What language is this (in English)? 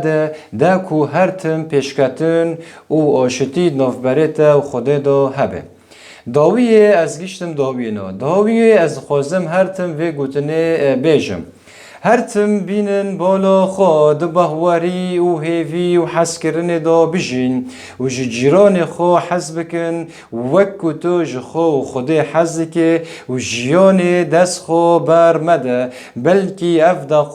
Kurdish